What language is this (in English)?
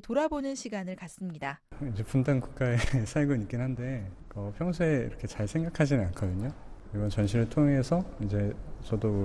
Korean